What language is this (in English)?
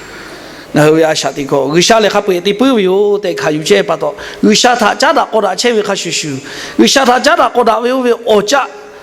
Lahu